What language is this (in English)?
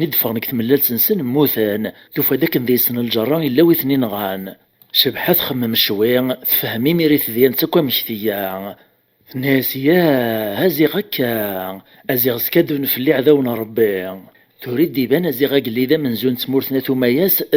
Kabyle